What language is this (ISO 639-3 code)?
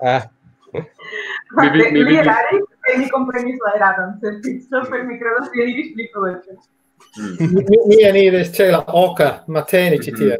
epo